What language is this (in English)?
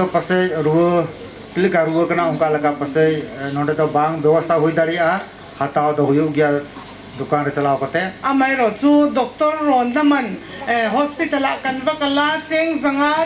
Mizo